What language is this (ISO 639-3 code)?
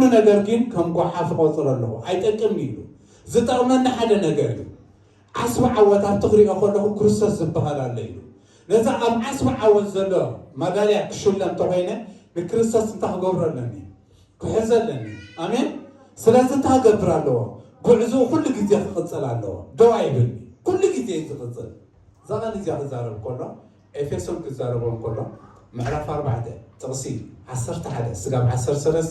tir